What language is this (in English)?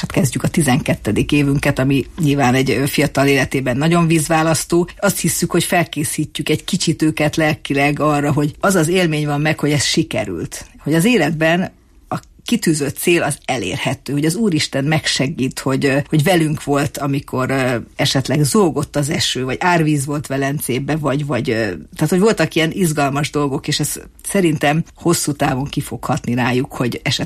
Hungarian